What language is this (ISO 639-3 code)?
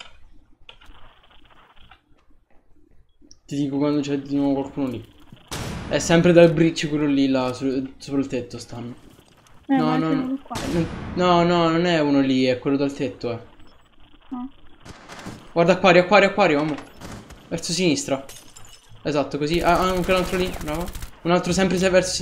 ita